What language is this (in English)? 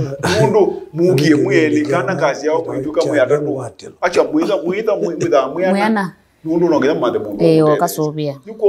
Kamba